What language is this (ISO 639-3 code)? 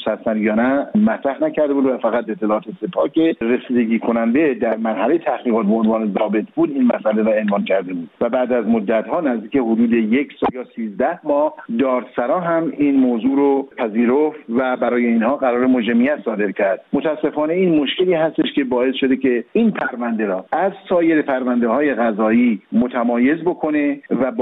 fas